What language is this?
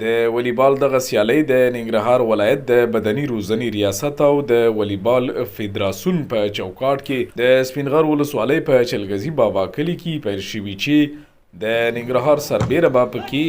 Pashto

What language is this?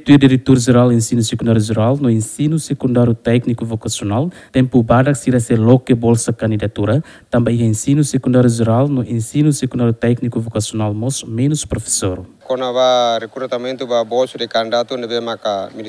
Tetum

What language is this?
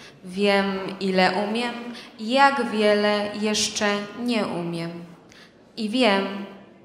Polish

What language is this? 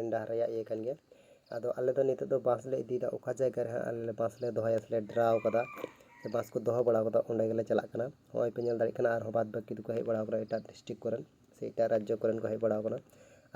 Santali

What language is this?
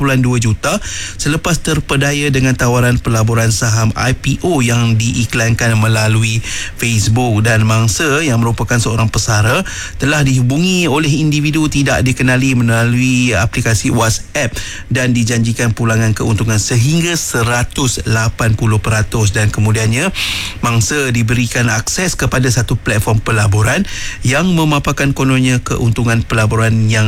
Malay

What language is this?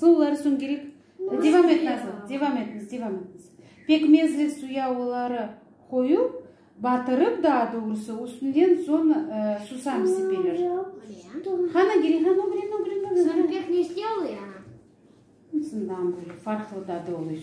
Crimean Tatar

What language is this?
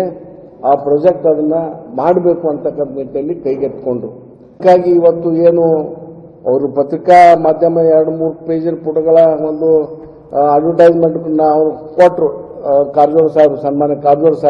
Kannada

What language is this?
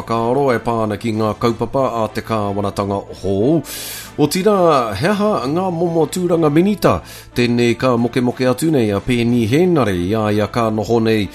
Māori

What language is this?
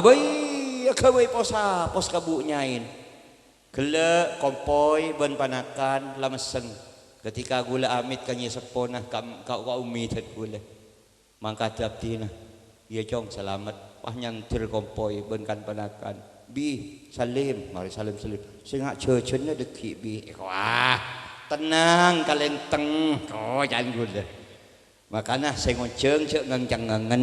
Madurese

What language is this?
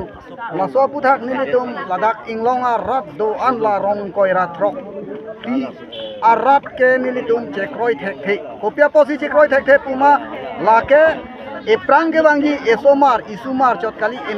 Karbi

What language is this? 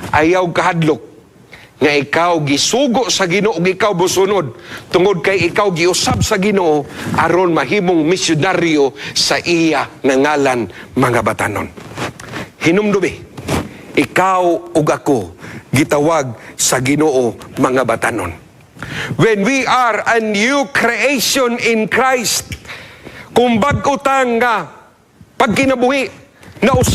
Cebuano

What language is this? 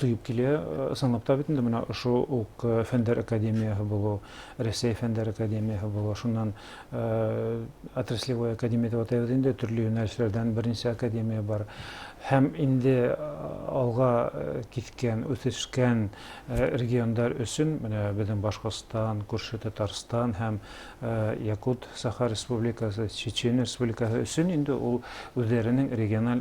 Bashkir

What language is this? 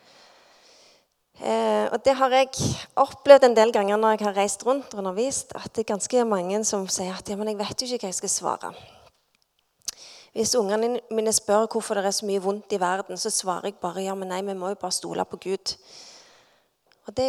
Norwegian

